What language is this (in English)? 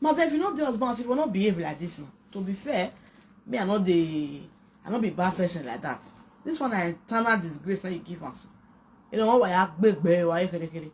Nigerian Pidgin